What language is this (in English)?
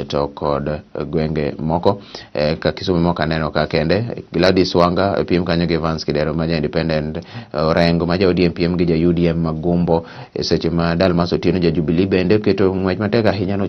Luo (Kenya and Tanzania)